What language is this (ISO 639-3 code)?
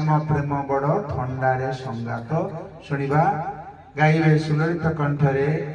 ori